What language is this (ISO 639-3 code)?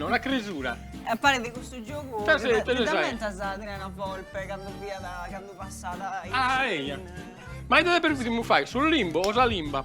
srd